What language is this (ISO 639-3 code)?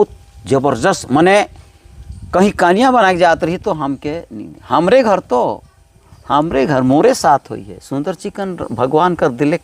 sck